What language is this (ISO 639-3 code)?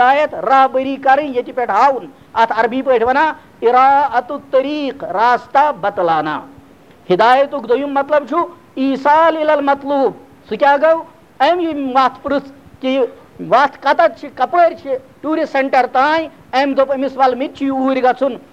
kas